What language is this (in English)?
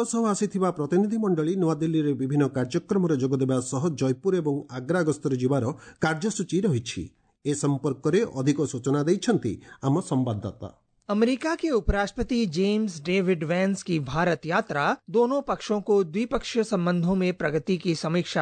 Odia